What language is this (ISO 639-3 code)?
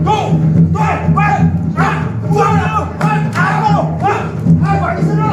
bew